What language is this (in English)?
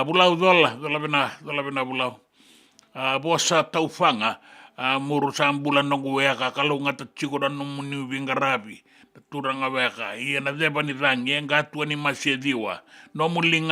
Fijian